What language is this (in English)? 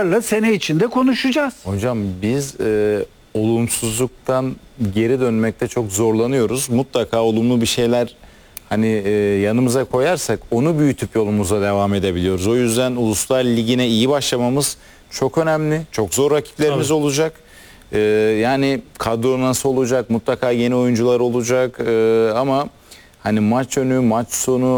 Turkish